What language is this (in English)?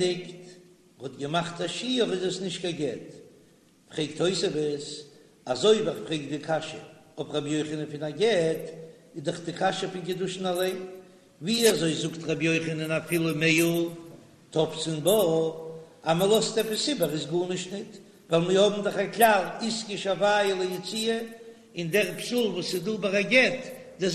Yiddish